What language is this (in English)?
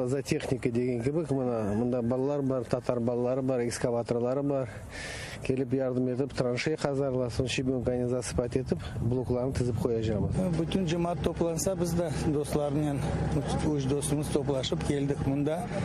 Crimean Tatar